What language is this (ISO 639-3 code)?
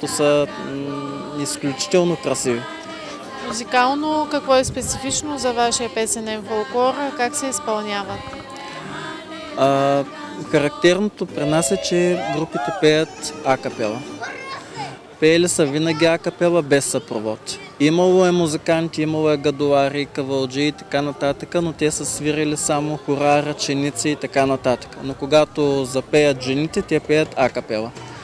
bul